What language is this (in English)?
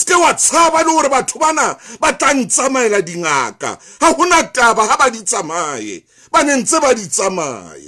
Southern Sotho